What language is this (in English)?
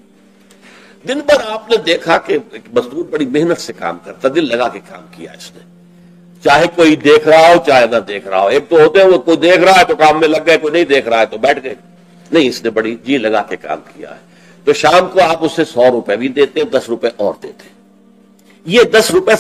Urdu